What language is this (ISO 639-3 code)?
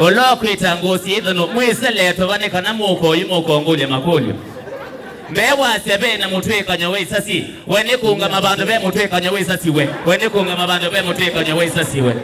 kam